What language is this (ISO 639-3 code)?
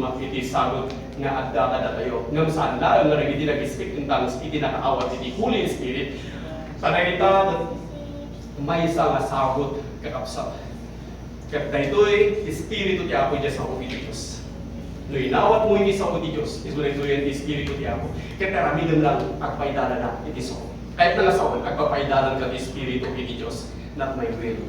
ilo